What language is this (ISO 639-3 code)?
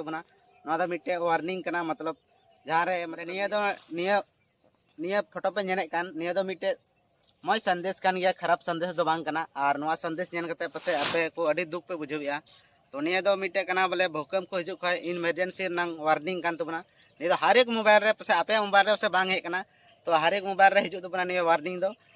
sat